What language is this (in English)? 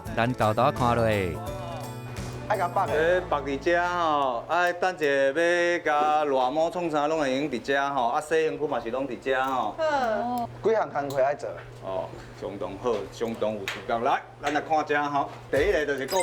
Min Nan Chinese